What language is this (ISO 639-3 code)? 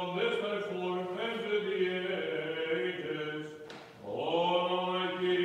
eng